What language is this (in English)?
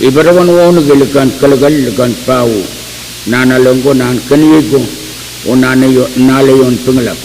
Pohnpeian